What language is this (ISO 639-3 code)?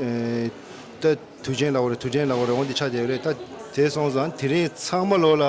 bod